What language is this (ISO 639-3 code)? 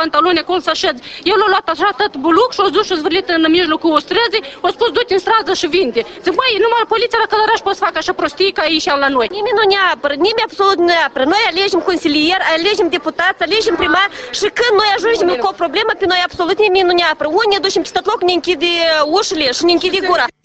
ron